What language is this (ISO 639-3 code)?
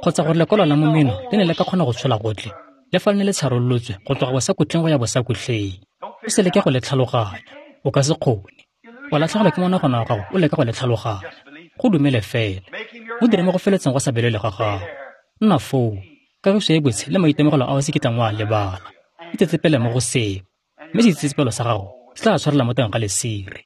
tsn